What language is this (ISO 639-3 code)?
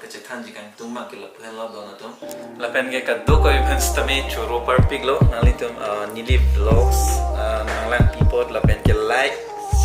mjw